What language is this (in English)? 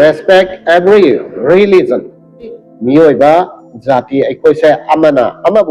Manipuri